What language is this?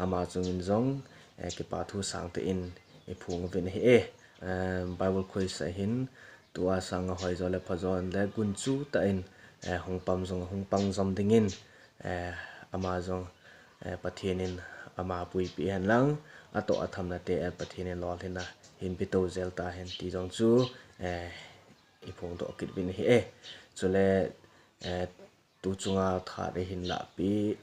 Thado Chin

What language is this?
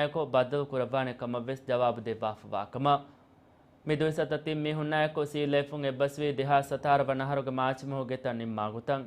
Divehi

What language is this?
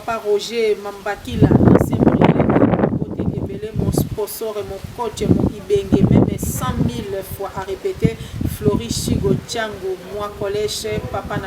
Lingala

